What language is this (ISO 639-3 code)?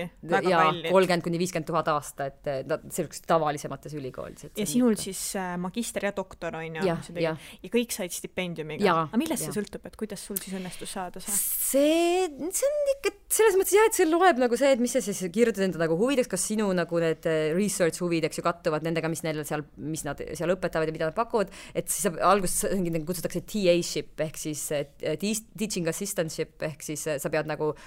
est